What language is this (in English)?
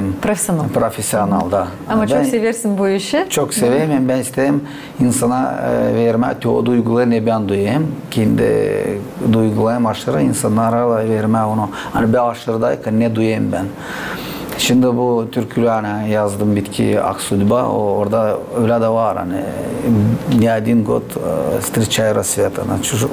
Gagauz